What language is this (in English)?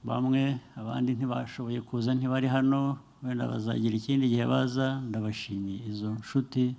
Kinyarwanda